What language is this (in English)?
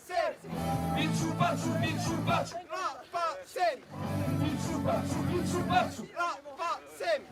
Occitan